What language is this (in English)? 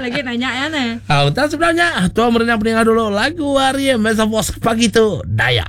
Iban